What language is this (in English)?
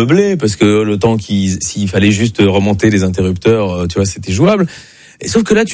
French